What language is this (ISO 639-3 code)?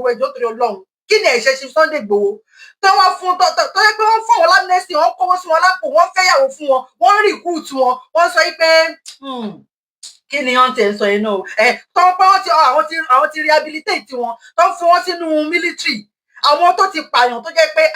yor